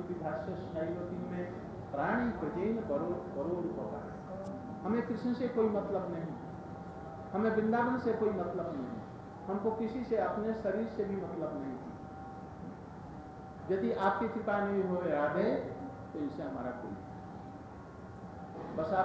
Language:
Hindi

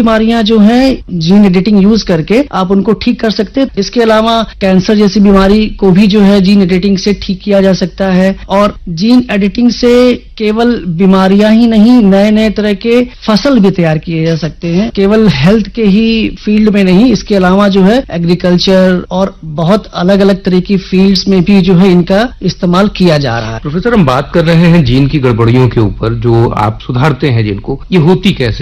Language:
Hindi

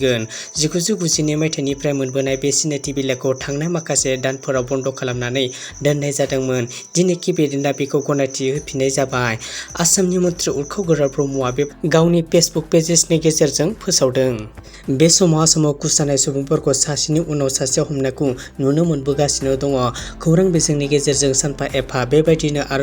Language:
Bodo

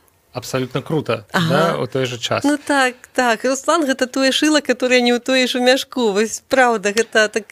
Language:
Belarusian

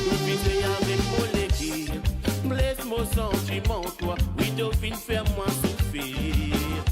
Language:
Morisyen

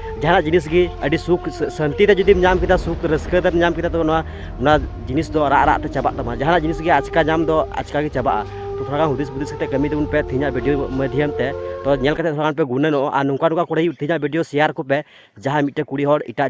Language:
Santali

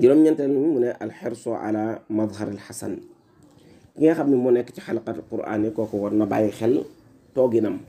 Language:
Wolof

